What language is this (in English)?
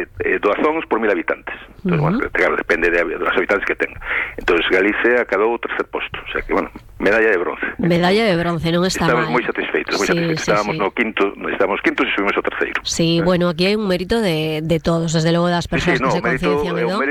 Galician